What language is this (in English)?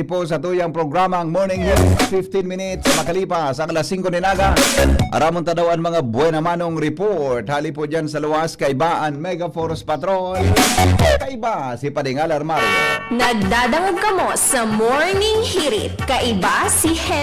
Bikol